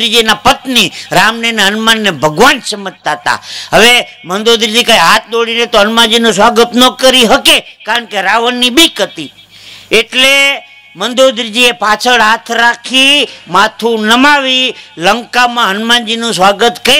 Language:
Gujarati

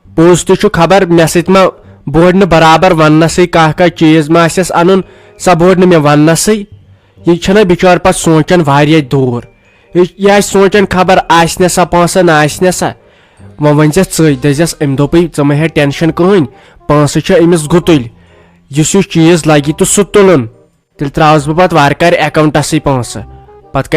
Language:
Kashmiri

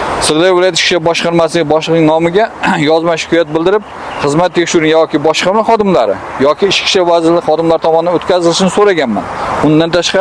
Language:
Uzbek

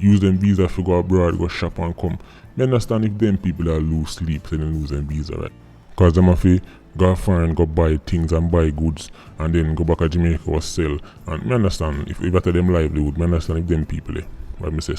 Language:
Jamaican Creole English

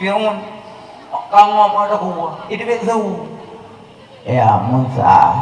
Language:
Achinese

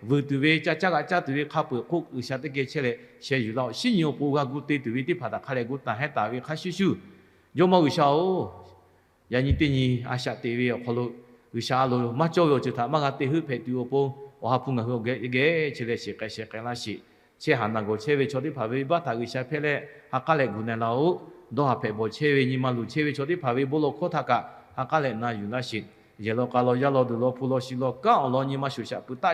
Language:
Lahu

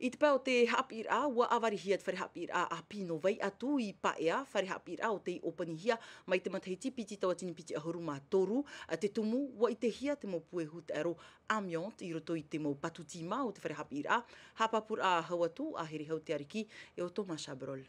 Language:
Tahitian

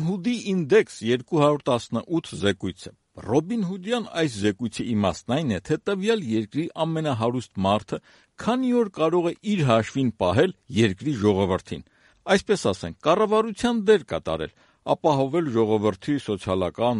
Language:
Armenian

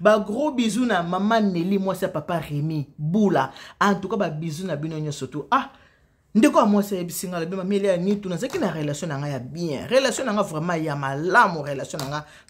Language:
Lingala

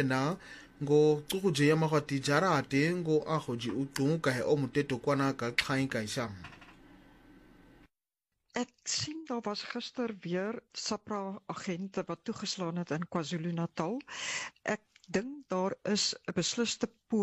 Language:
Afrikaans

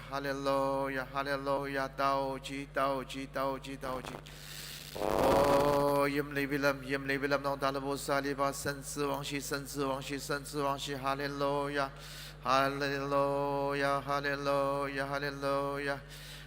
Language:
Ao Naga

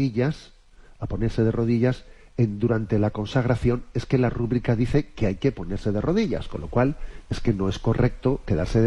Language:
Spanish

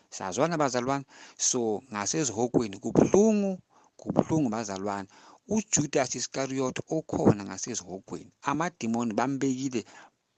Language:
Zulu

